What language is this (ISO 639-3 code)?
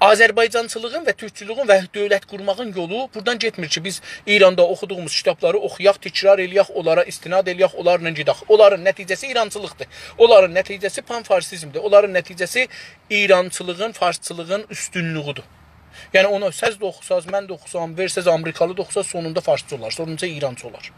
azb